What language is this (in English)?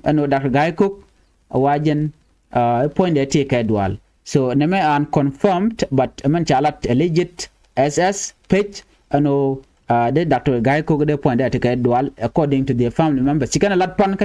Nuer